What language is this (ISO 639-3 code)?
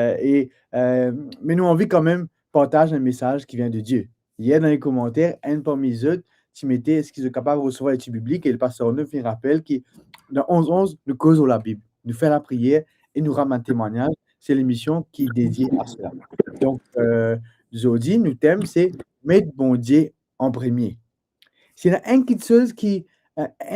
mfe